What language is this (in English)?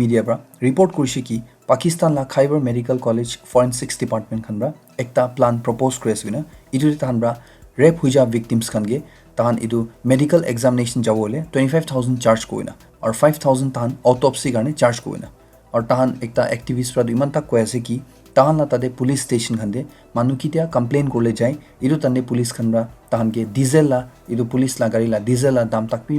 Naga Pidgin